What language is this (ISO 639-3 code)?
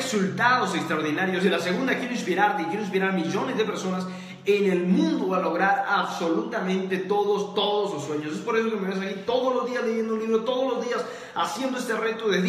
spa